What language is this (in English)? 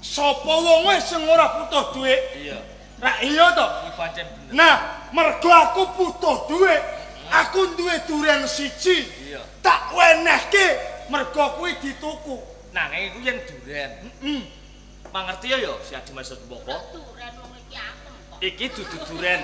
Javanese